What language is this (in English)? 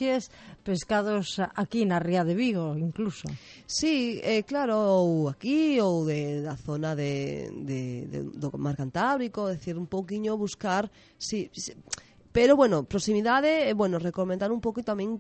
Galician